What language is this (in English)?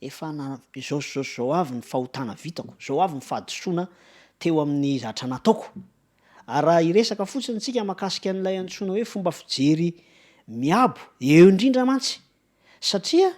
Malagasy